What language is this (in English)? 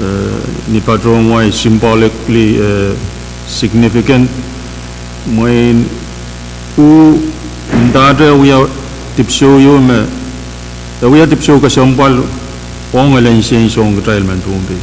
Pohnpeian